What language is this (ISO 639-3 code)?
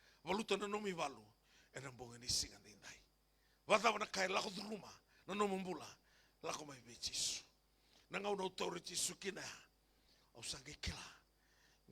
fij